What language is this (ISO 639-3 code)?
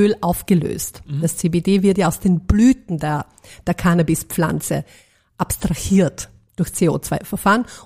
deu